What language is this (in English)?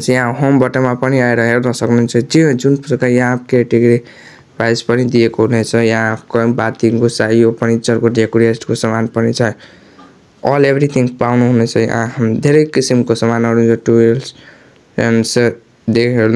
Nepali